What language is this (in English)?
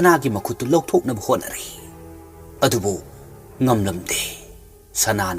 Manipuri